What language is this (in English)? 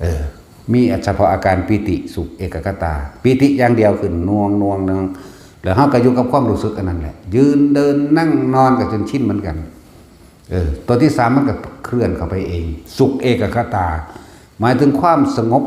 Northeastern Thai